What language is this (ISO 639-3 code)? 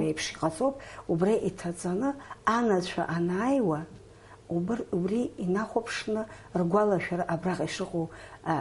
abk